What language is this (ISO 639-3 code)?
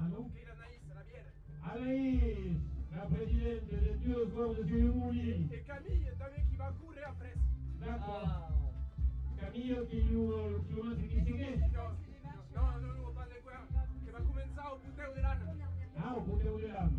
oci